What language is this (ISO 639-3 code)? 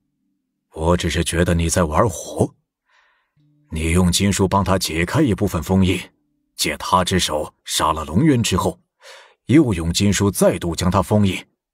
zho